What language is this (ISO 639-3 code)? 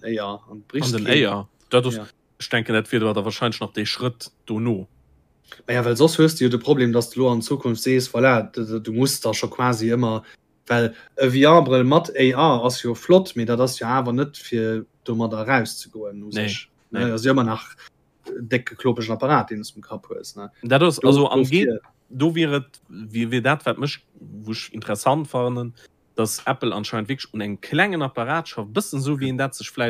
ltz